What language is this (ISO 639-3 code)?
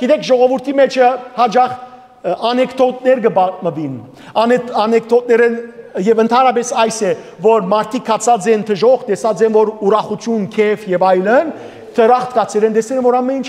hyw